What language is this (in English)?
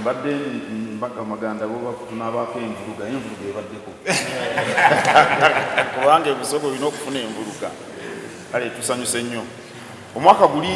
Soga